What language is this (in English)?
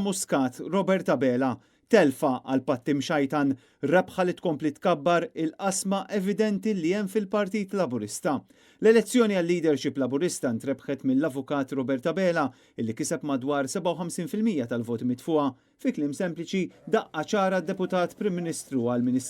Maltese